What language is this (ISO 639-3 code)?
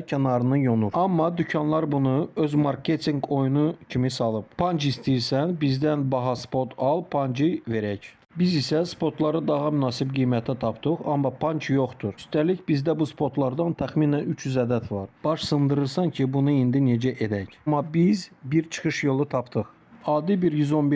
aze